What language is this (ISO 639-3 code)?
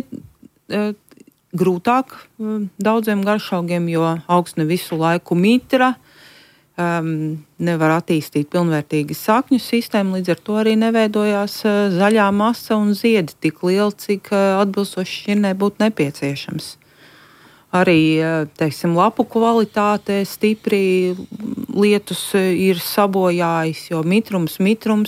lav